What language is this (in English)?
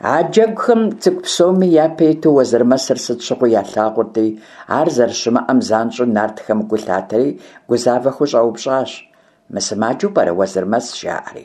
Kabardian